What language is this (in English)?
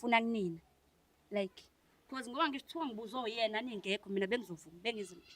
Zulu